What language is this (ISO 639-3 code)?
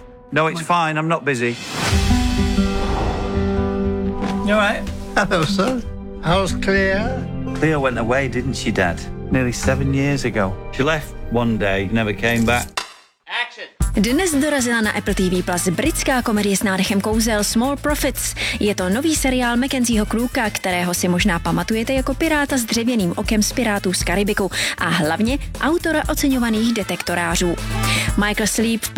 ces